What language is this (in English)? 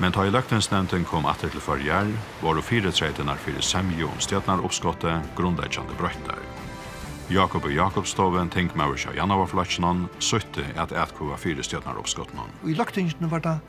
Faroese